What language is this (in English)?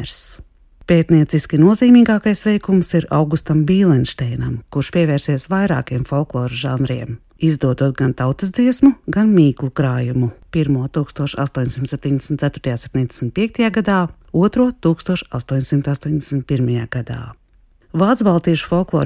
Latvian